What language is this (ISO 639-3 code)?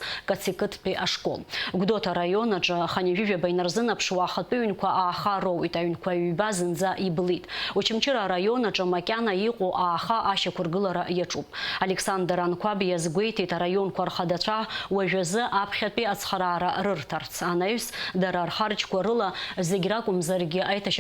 abk